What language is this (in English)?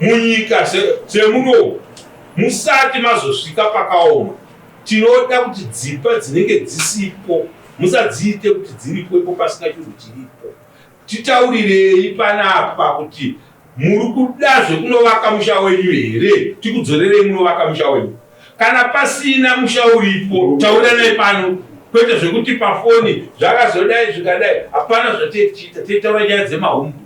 Shona